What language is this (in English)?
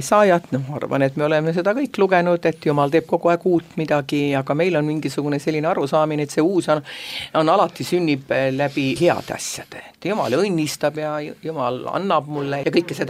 Estonian